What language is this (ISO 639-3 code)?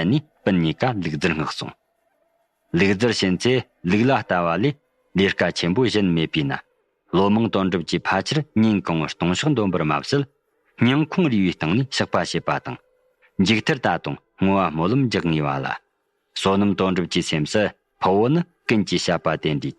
bod